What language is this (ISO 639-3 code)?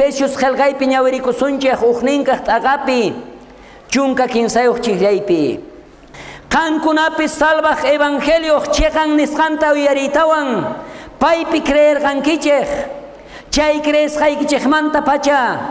quh